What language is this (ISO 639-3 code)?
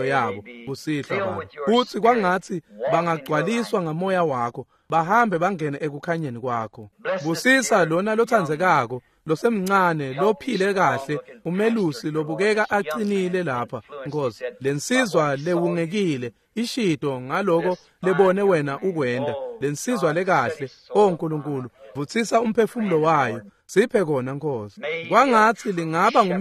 ssw